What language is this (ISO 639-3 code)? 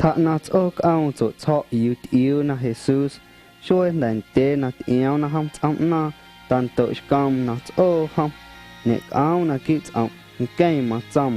amu